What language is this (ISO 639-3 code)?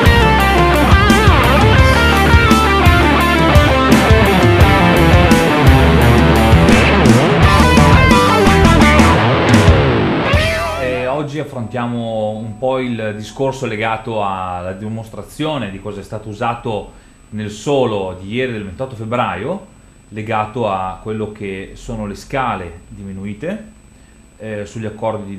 ita